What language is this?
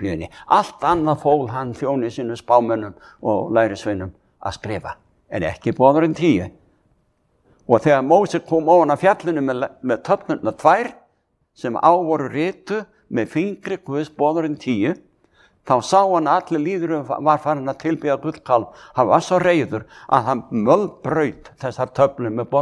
Icelandic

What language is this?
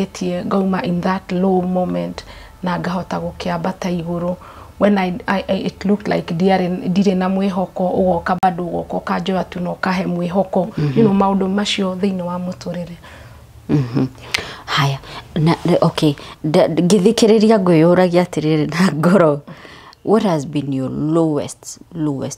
Kikuyu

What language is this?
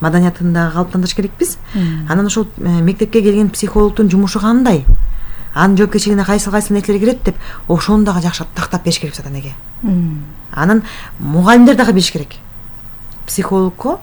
Kyrgyz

